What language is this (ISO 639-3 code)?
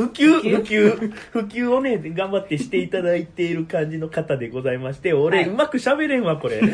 jpn